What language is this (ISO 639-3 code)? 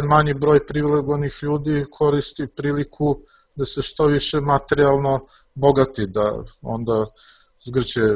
srp